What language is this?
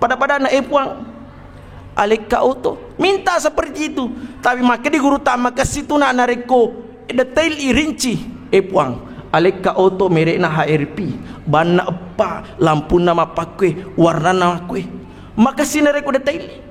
Buginese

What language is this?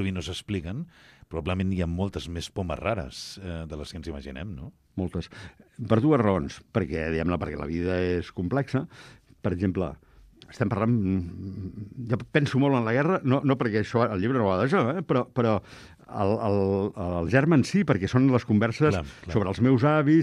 Catalan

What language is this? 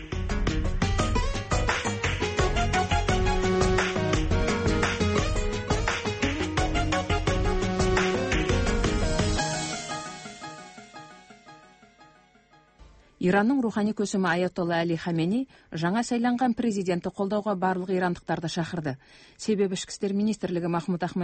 Kazakh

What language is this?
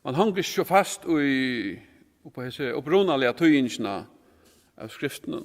Faroese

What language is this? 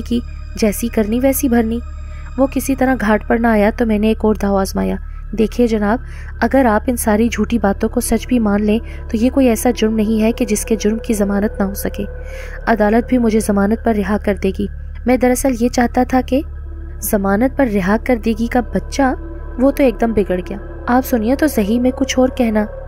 Urdu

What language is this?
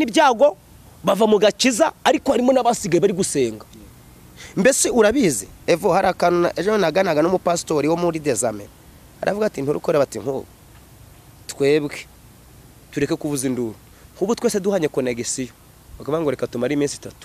Kinyarwanda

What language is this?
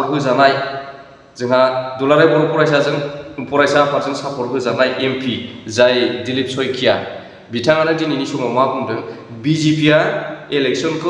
Bodo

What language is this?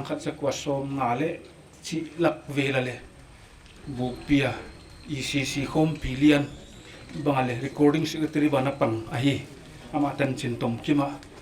Paite Chin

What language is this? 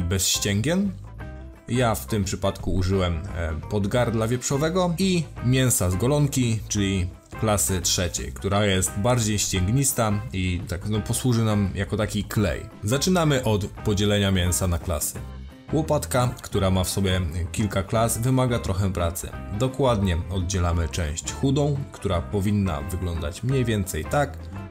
Polish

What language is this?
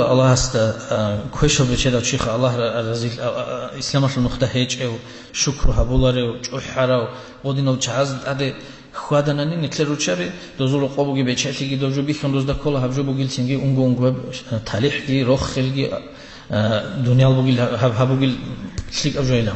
Avaric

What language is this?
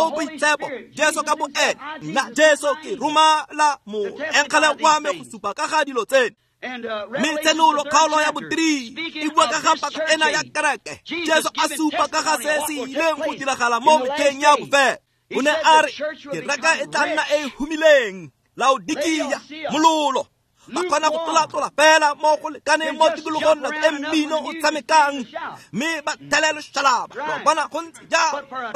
Tswana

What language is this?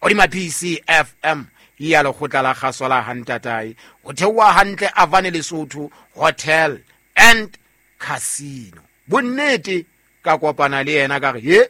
Southern Sotho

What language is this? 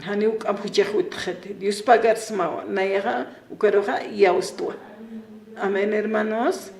Aymara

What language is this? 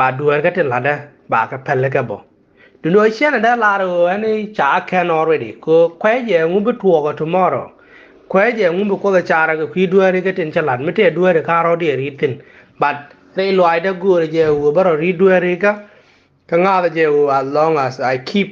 Nuer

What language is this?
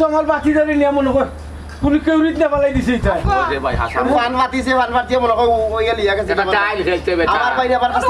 Sylheti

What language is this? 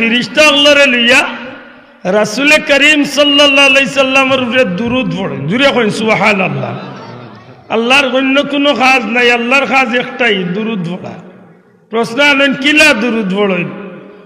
Sylheti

